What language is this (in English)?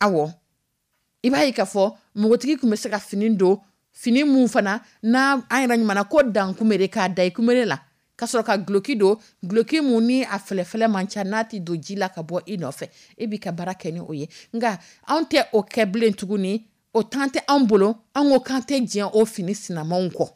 Dyula